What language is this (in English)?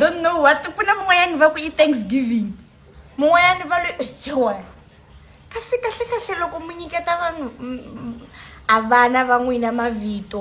Tsonga